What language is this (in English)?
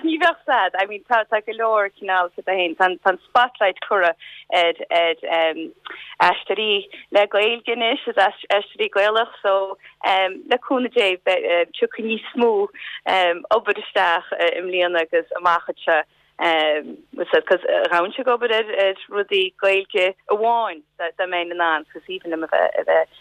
Irish